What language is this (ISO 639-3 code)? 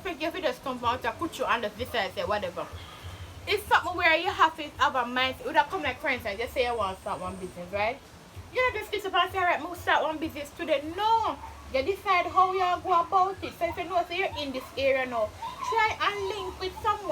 jam